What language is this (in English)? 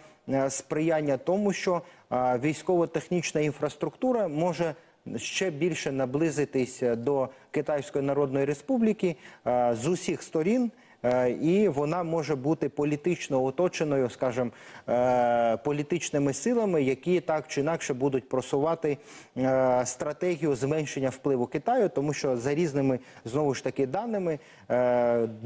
Ukrainian